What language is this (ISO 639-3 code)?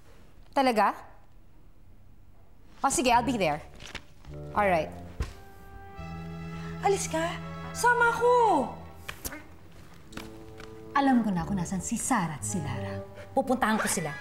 fil